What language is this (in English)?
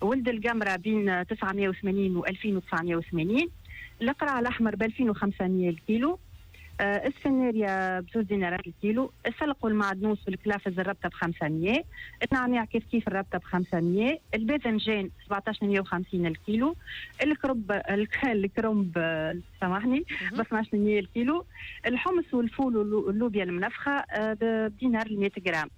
Tunisian Arabic